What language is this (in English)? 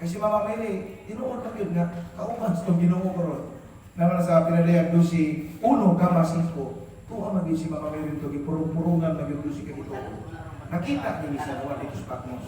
Cebuano